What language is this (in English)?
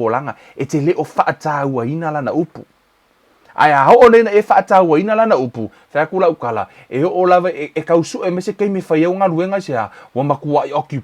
Samoan